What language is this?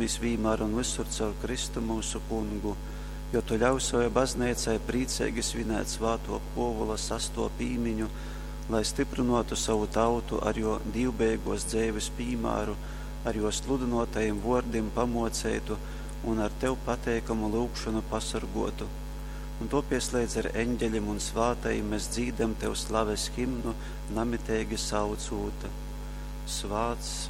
Latgalian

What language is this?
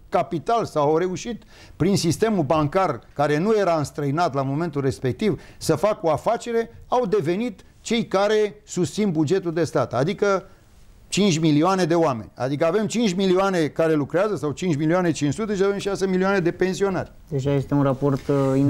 Romanian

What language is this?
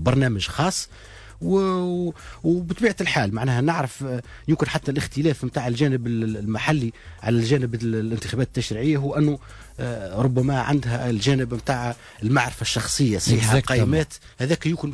Tunisian Arabic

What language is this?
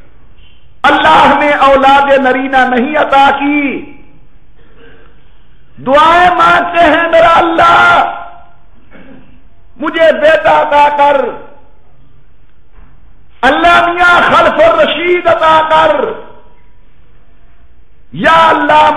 Urdu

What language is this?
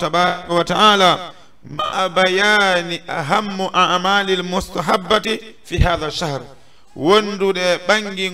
Fula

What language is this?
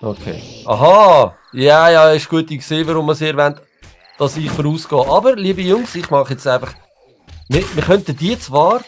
Swiss German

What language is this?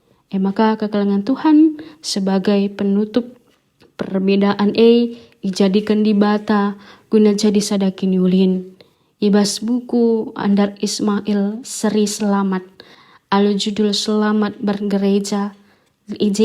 Batak Karo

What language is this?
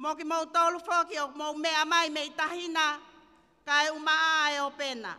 Tongan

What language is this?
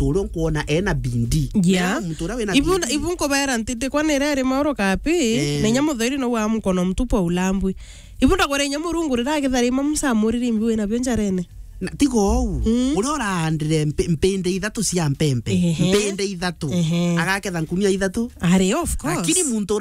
Meru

